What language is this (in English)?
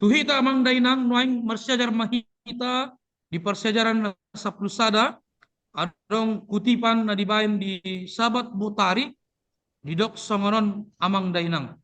Batak Toba